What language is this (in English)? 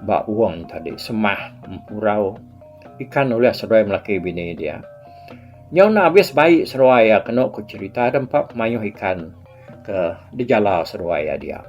Iban